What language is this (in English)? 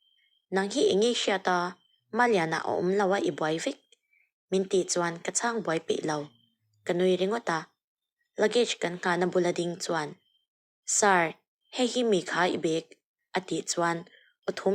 Mizo